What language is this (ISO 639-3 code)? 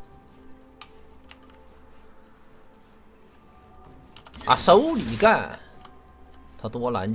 zho